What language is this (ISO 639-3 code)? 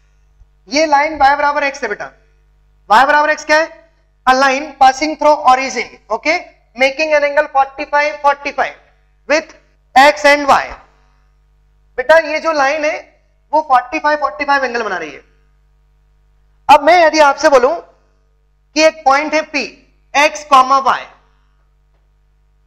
hin